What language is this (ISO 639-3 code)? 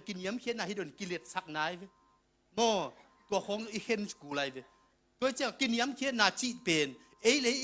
ctd